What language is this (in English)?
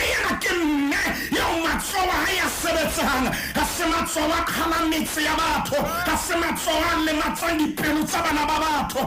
Southern Sotho